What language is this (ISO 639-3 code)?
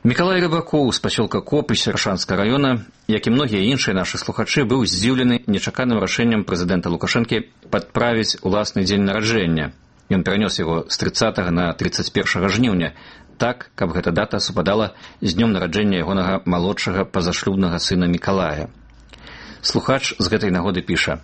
bel